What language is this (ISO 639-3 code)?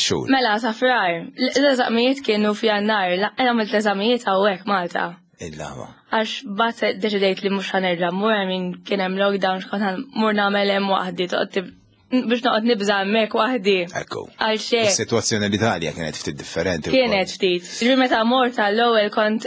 mlt